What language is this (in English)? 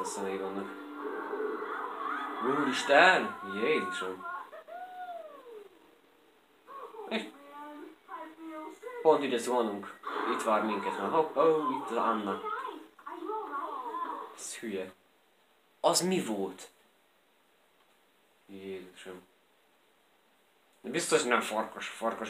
Hungarian